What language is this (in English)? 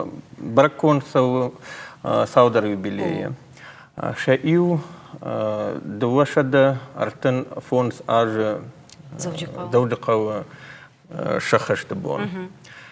Ossetic